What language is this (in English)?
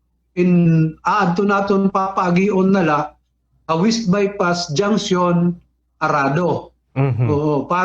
Waray